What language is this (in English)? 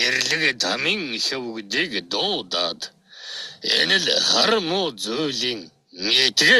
Mongolian